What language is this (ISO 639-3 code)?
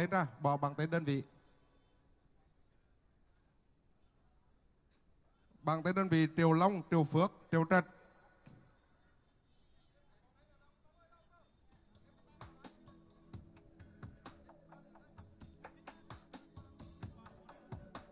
vie